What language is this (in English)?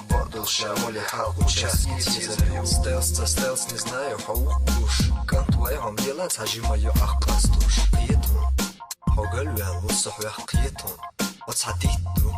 Chechen